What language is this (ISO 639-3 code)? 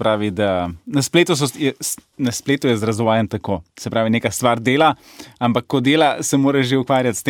slv